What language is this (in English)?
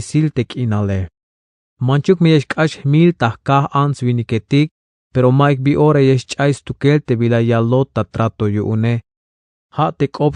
Tzeltal